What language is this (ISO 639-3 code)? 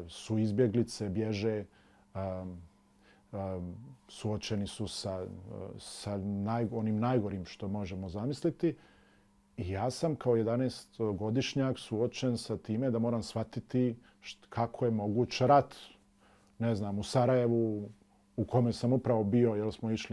bos